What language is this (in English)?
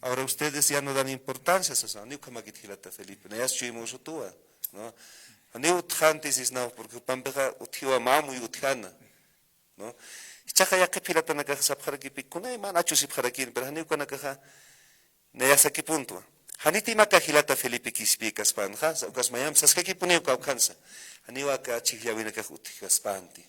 Aymara